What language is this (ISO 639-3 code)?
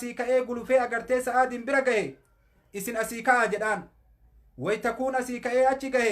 orm